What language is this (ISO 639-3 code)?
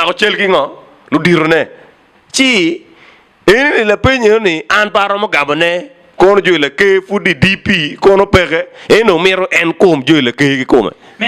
ach